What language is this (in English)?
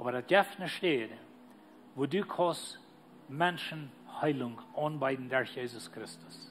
Plautdietsch